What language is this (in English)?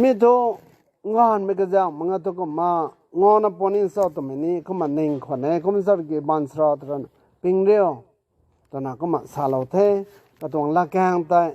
Rongmei Naga